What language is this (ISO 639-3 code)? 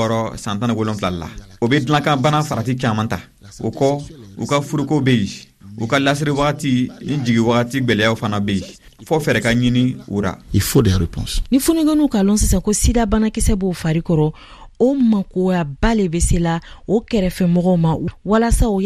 bam